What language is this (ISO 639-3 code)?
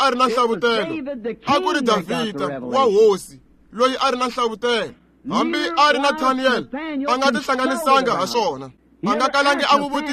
tso